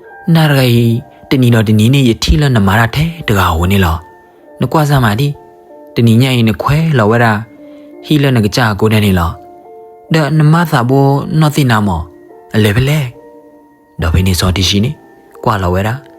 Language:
S'gaw Karen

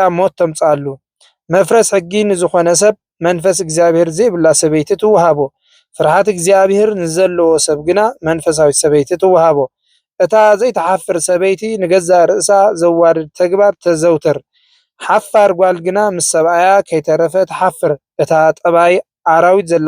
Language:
Tigrinya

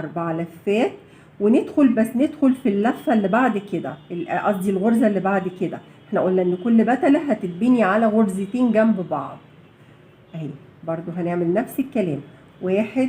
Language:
Egyptian Arabic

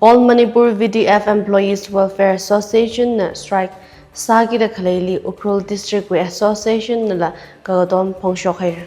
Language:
Tangkhul Naga (India)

